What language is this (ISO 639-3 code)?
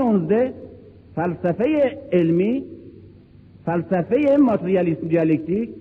fas